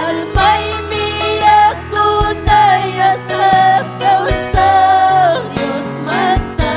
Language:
Ayacucho Quechua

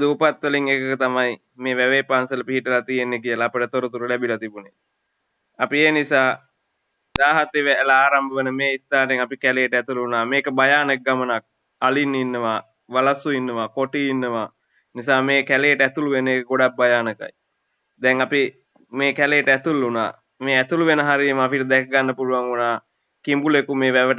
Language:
Sinhala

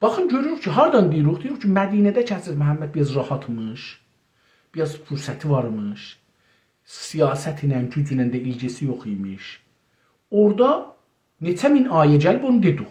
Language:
South Azerbaijani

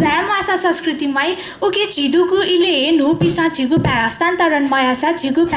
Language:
Newari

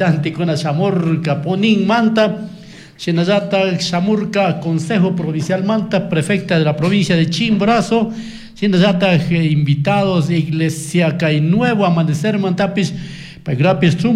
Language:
Chimborazo Highland Quichua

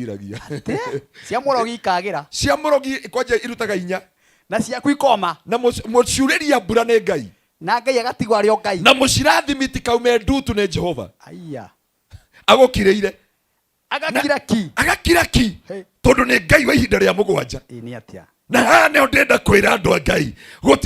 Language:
Kikuyu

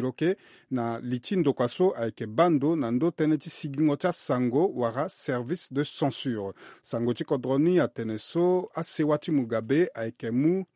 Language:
Sango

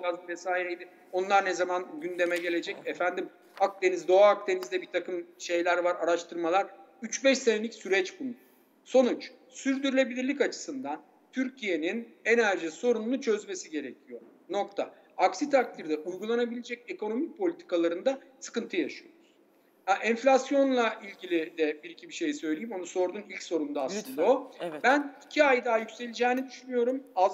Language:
Turkish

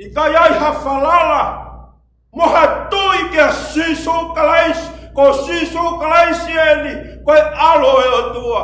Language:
Tongan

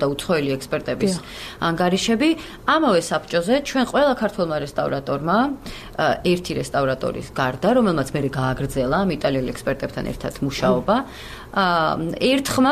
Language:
Georgian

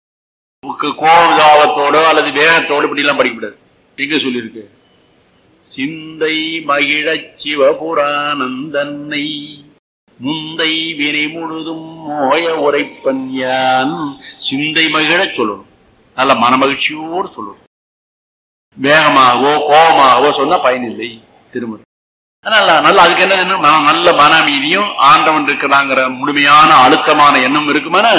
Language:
Tamil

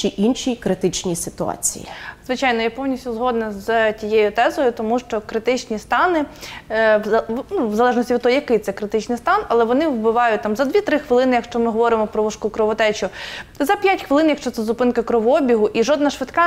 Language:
Ukrainian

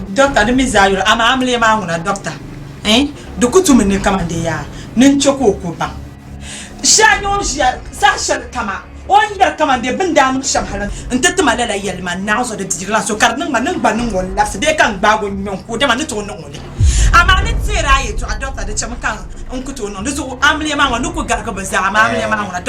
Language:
Dagbani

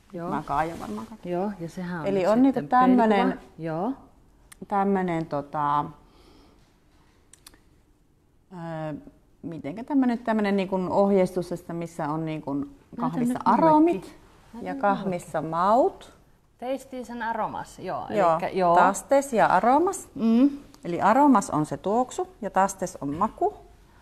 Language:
Finnish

